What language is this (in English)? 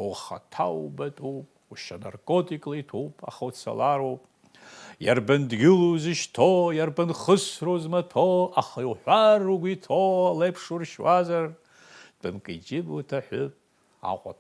Abkhazian